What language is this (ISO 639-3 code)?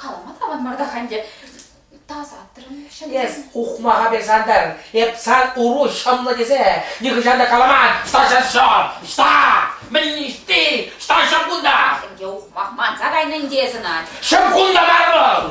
chv